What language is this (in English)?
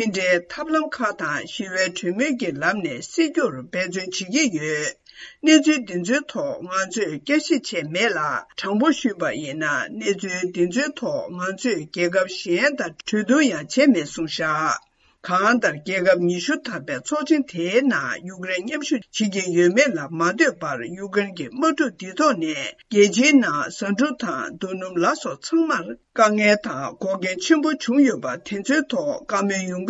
Tibetan